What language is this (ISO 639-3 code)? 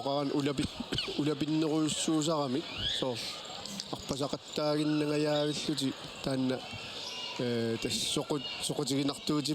kal